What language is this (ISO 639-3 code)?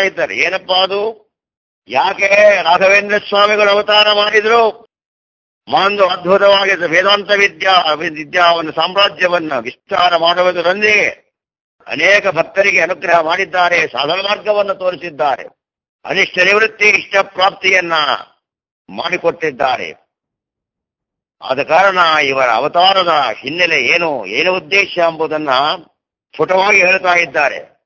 kan